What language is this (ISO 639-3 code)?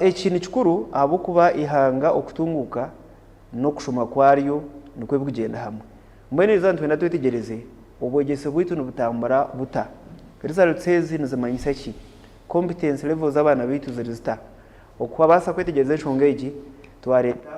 nyn